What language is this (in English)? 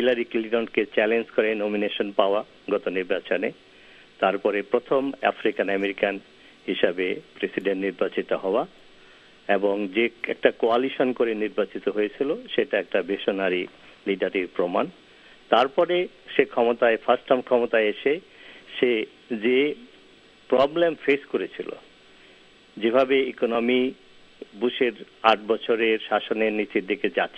Bangla